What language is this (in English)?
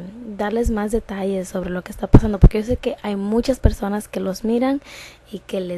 Spanish